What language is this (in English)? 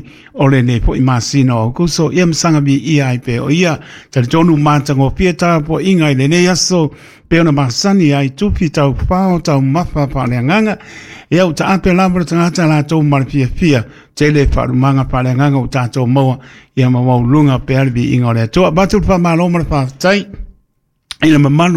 Samoan